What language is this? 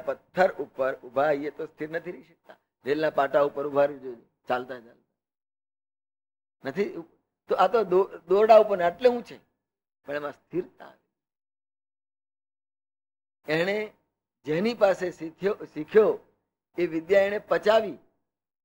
Gujarati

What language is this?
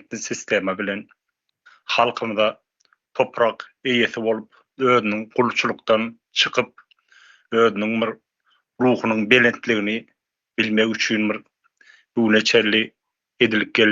Turkmen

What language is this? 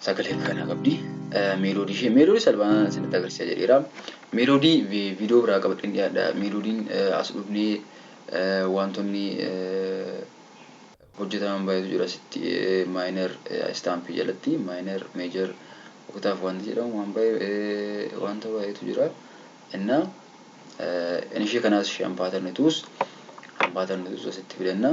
Oromo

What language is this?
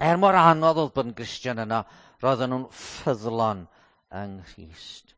Welsh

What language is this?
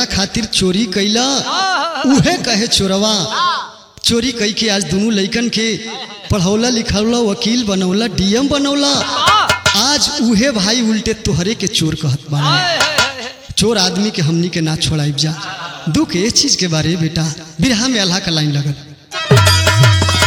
Bhojpuri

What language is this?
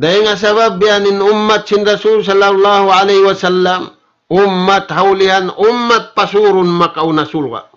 Tausug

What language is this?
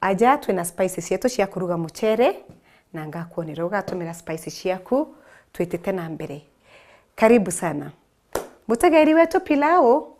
Meru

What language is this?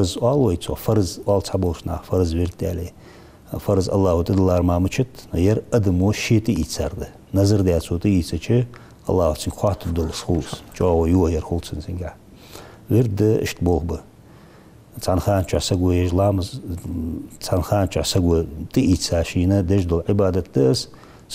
Ingush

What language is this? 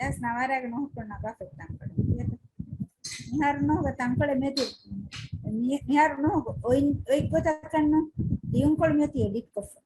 Divehi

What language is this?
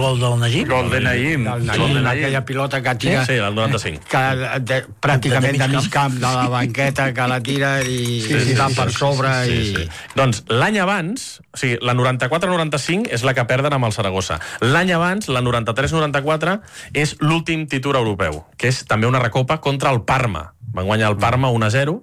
Catalan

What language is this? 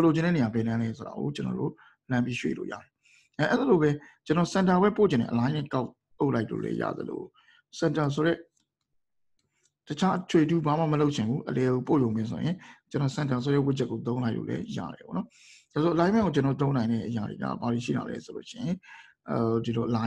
Burmese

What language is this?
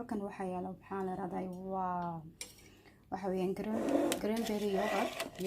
Somali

